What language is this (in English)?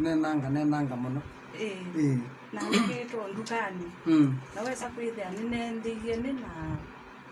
Kamba